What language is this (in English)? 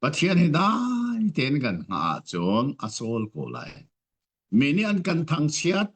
Hakha Chin